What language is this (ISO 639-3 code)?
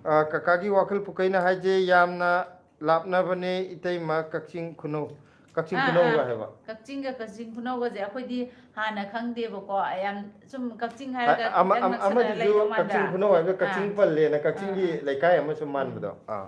mni